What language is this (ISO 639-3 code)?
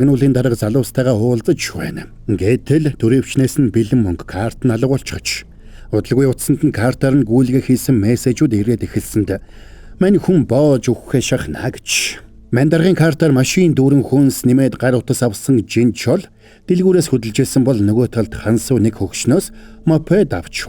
mon